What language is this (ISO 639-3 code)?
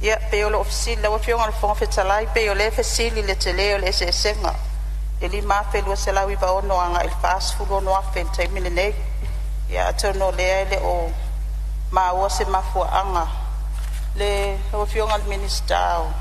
smo